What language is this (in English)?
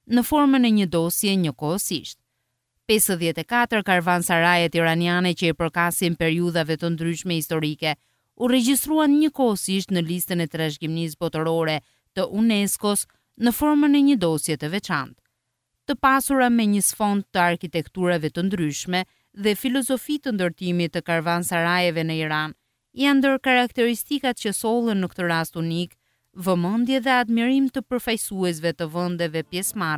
Albanian